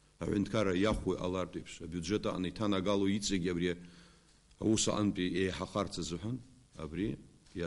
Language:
Abkhazian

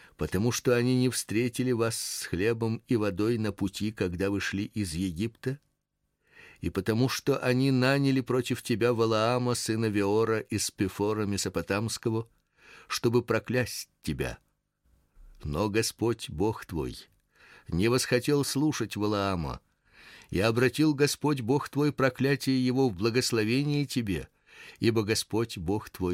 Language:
Russian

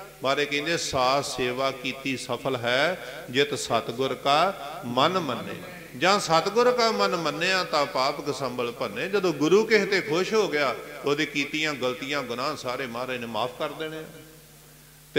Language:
Punjabi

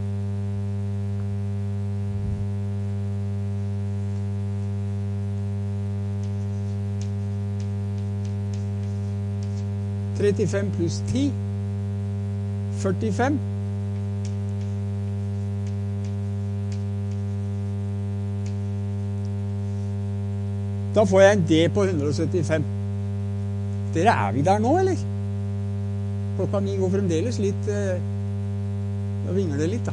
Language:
Norwegian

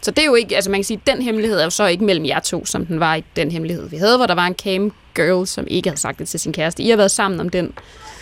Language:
Danish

